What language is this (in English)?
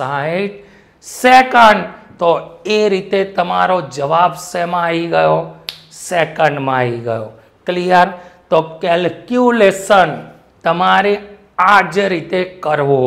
Gujarati